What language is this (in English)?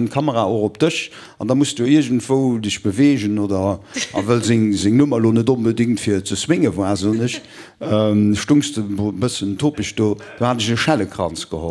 Luxembourgish